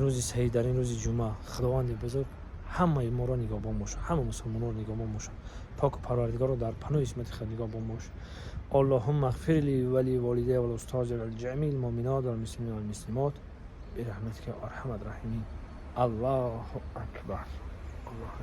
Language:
Tajik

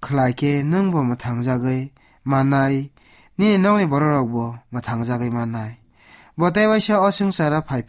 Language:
Kok Borok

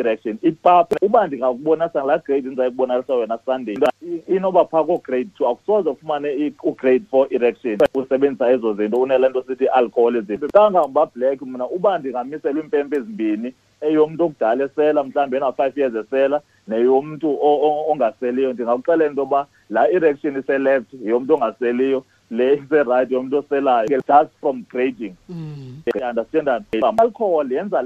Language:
Xhosa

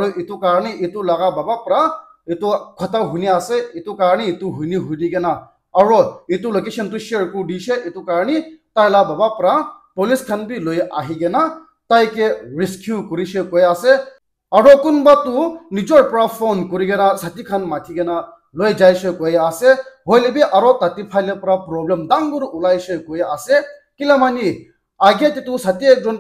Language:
Naga Pidgin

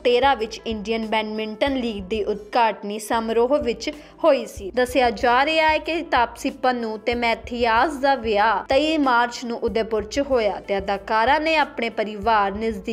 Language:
Punjabi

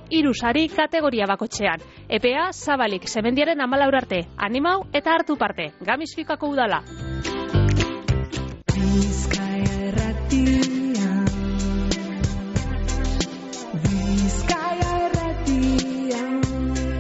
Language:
Basque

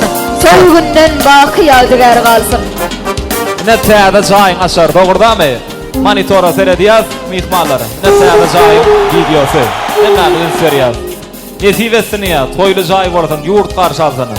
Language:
Turkmen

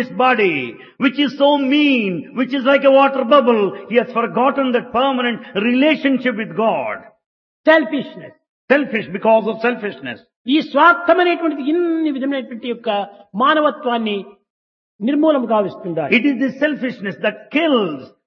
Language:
Telugu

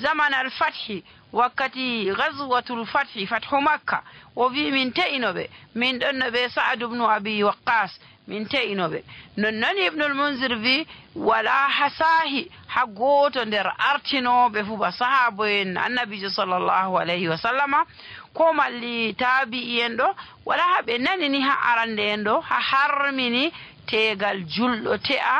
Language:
Fula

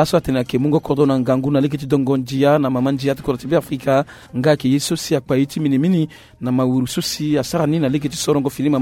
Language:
Sango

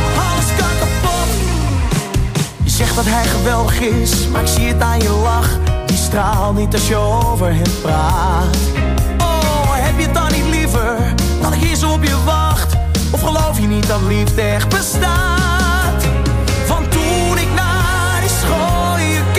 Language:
Dutch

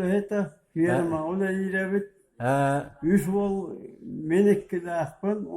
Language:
Yakut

